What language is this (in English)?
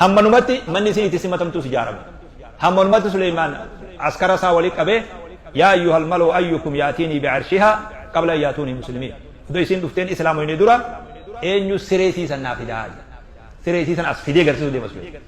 Oromo